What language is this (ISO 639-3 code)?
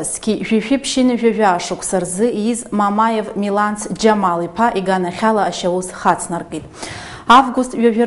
abk